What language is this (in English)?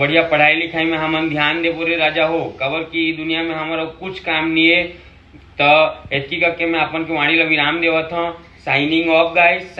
Chhattisgarhi